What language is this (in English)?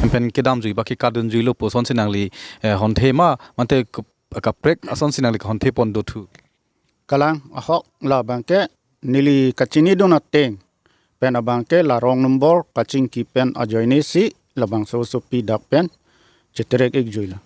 Karbi